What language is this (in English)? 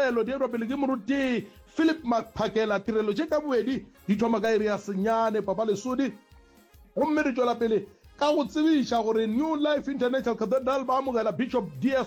Northern Sotho